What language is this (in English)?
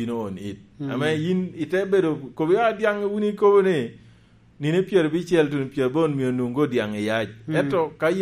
Lango (Uganda)